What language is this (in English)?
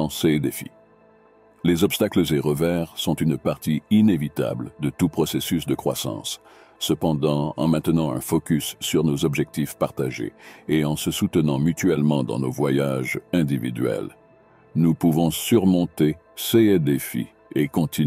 French